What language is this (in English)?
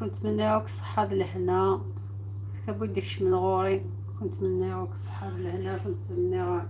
Algerian Arabic